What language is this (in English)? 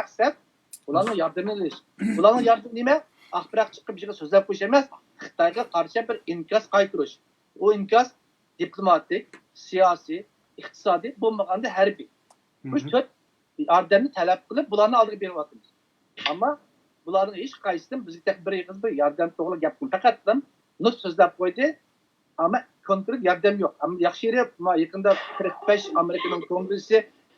Uyghur